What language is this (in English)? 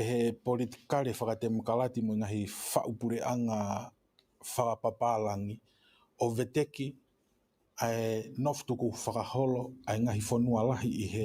Tongan